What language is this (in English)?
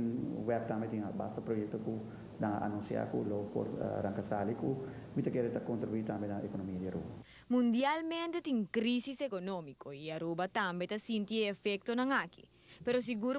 Papiamento